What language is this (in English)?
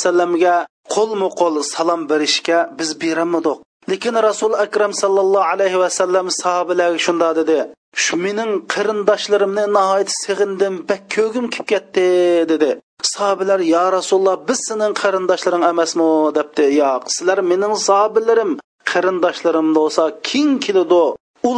Uyghur